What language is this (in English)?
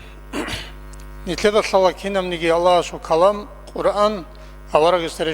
Avaric